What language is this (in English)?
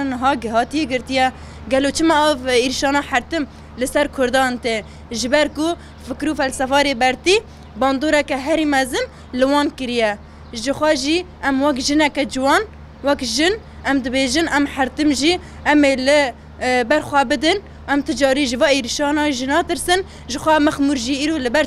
Kurdish